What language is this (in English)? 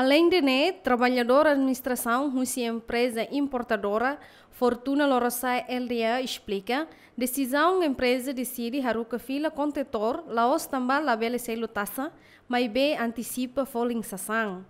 Tetum